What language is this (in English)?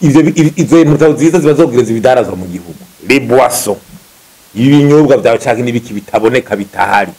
Rundi